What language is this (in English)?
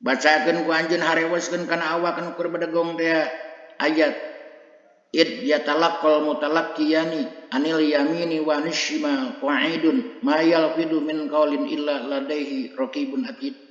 Sundanese